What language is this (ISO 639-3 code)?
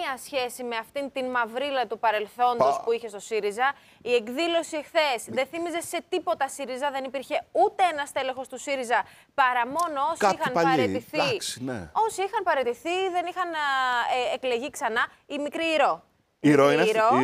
ell